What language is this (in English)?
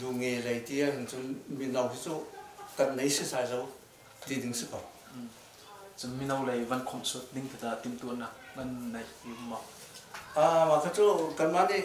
Hakha Chin